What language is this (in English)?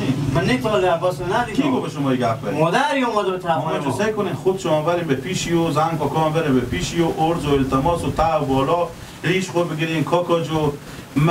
Persian